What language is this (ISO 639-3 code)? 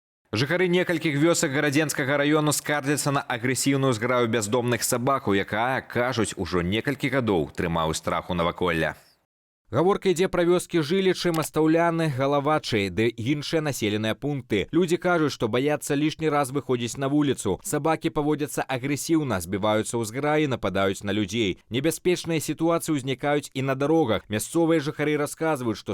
bel